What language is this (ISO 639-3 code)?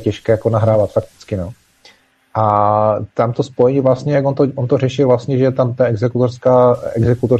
ces